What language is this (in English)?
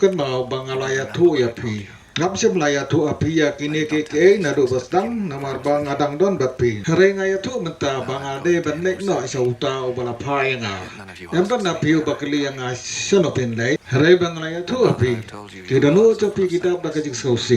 Khasi